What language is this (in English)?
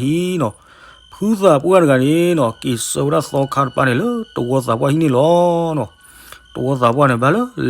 S'gaw Karen